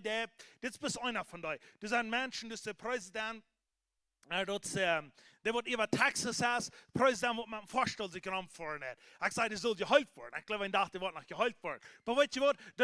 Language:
Plautdietsch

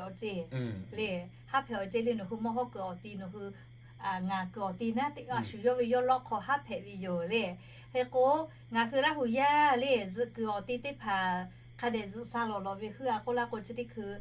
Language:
Lahu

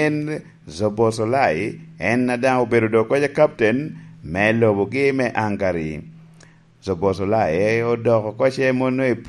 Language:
Lango (Uganda)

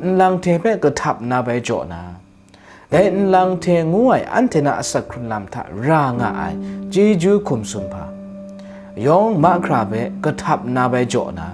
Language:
Kachin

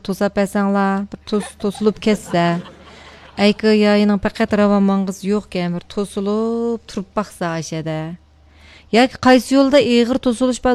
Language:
Uyghur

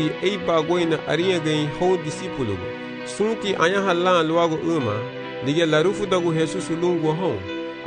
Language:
Garifuna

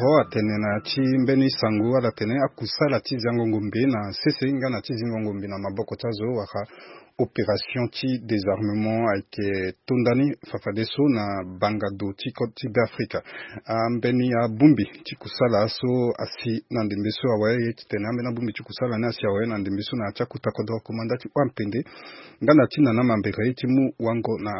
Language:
Sango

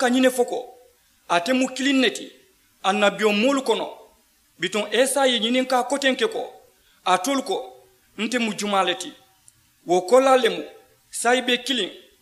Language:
Mandingo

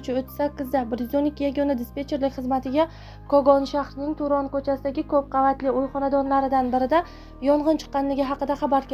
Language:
Uzbek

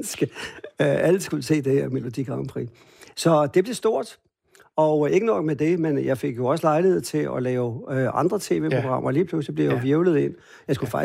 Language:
Danish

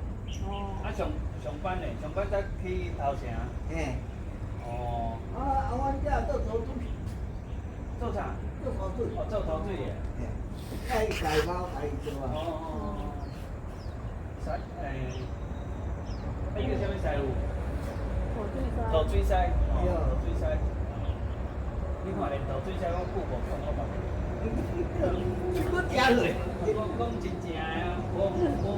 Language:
Min Nan Chinese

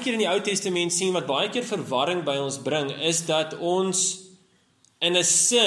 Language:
Afrikaans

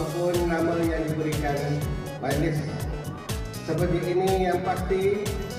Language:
Malay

